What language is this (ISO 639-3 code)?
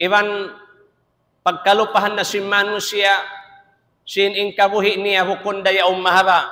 tsg